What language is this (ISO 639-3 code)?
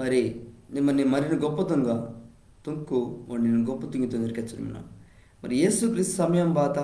kff